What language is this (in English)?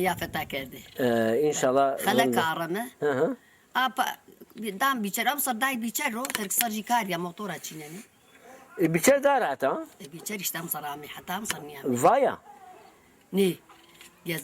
Zaza